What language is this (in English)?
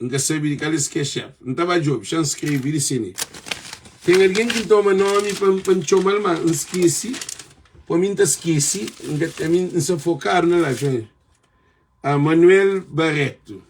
Kabuverdianu